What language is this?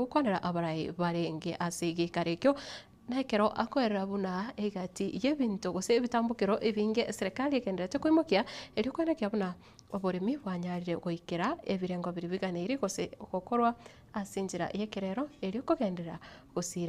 Gusii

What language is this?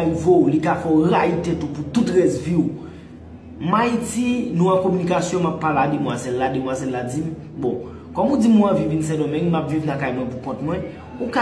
Haitian Creole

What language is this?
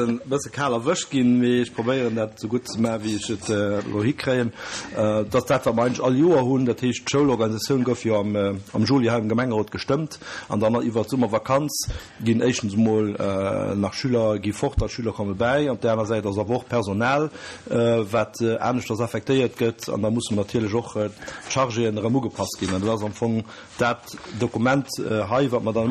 Luxembourgish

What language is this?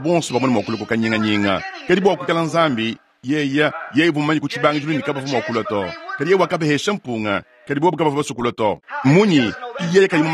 Luba-Lulua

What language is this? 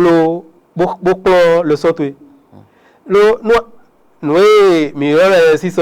Fon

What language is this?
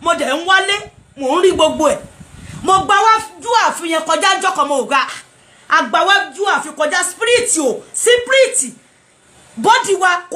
Yoruba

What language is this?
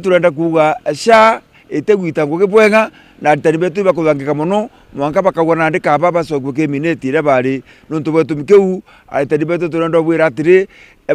Meru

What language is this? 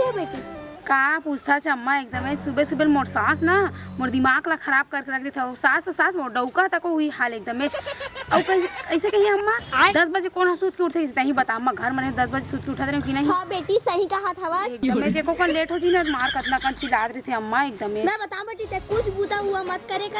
Chhattisgarhi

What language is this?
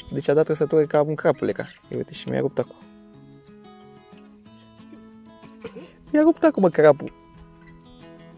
Romanian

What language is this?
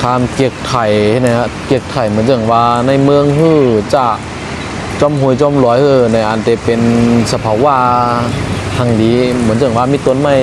Shan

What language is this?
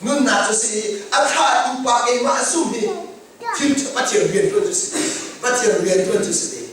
Hakha Chin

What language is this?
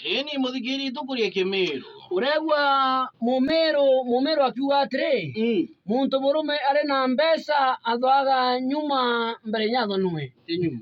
Meru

